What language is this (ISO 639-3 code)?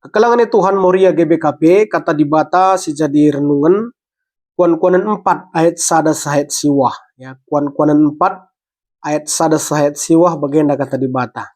btx